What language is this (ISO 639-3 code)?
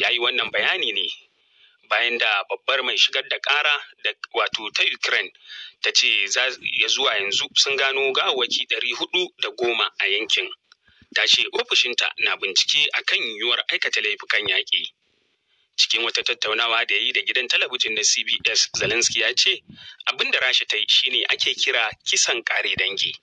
hau